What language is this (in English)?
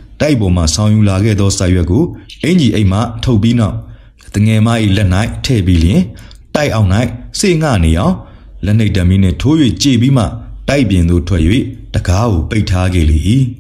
Burmese